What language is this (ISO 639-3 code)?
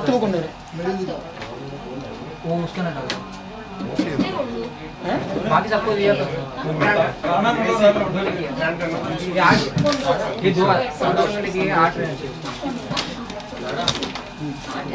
mal